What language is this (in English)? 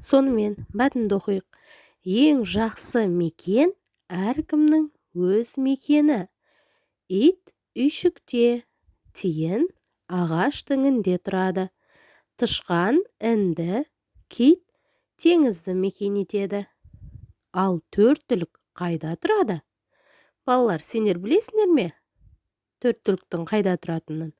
Kazakh